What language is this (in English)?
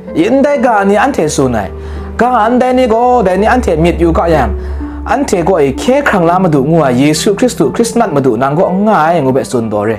Kachin